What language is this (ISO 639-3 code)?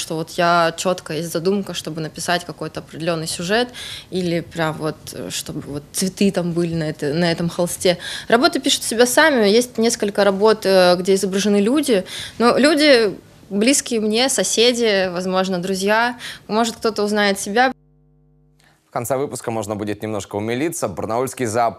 rus